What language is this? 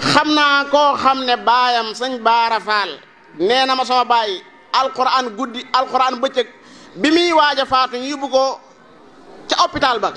Wolof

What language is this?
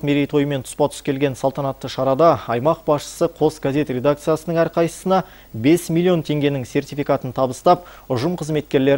Kazakh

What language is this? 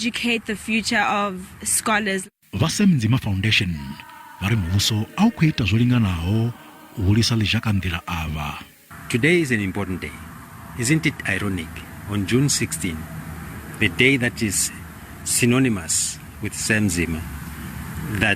Venda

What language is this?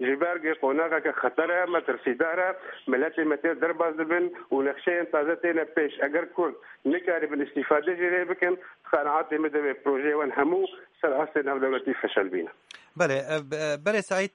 Kurdish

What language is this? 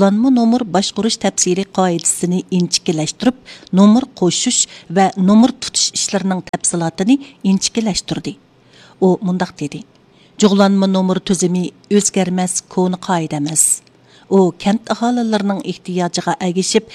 Uyghur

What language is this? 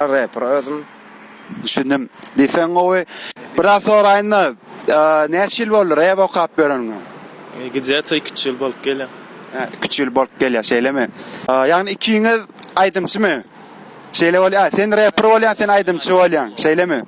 Turkmen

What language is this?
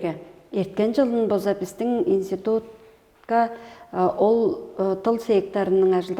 Tuvinian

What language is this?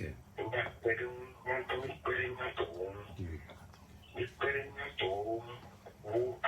Ewe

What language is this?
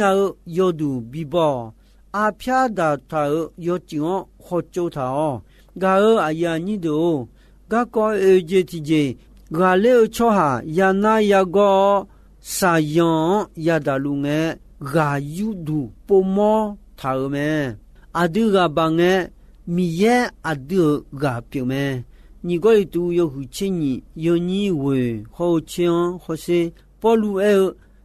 Akha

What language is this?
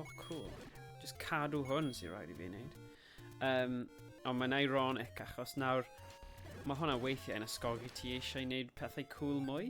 Welsh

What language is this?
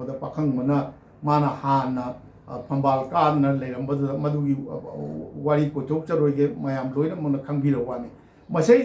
Manipuri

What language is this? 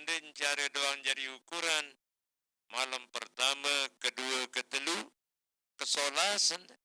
Sasak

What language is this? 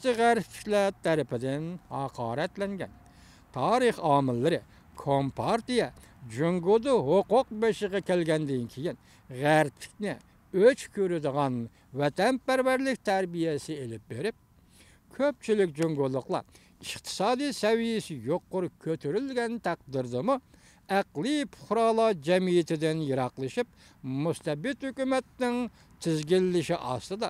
Uyghur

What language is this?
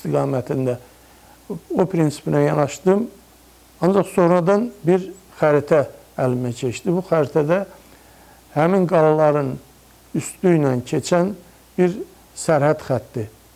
Azerbaijani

